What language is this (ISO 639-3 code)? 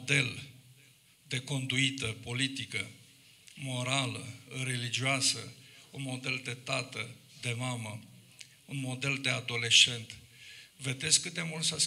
ron